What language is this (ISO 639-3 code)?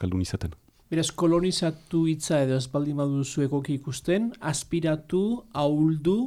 eus